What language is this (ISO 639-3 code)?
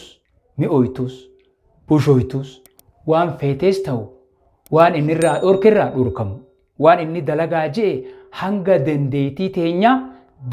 orm